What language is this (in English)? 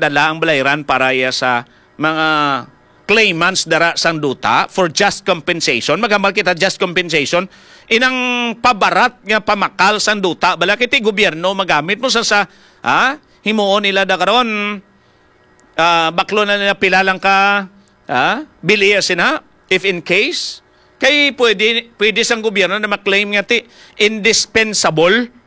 Hiligaynon